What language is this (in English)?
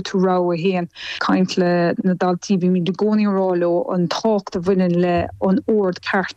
Irish